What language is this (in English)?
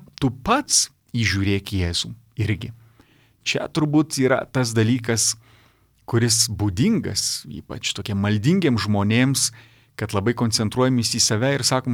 Lithuanian